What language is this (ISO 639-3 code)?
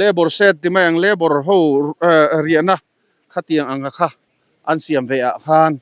lus